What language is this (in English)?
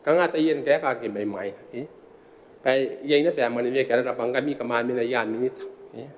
Gilbertese